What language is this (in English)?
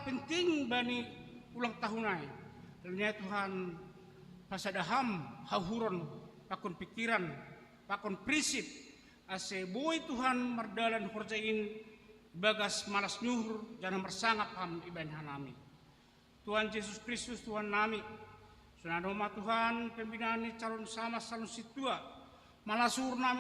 Batak Simalungun